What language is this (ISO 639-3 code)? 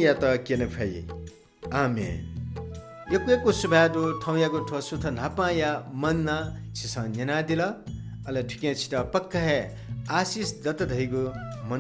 new